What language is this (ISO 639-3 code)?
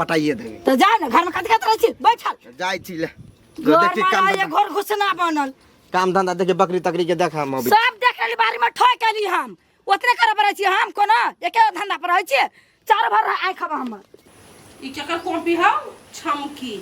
mai